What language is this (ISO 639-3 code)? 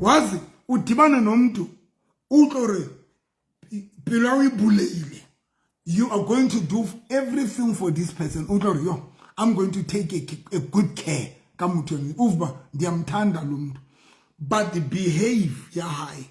sot